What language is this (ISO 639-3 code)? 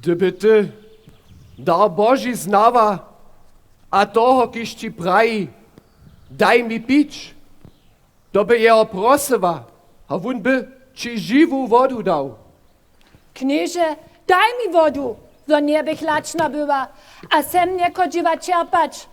hsb